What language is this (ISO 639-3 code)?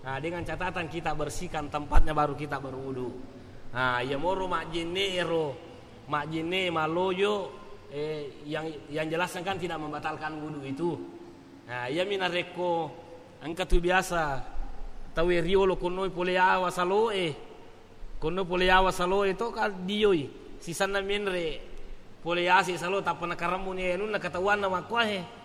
bug